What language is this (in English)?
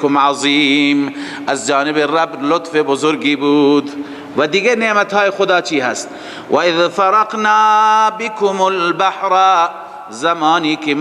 Persian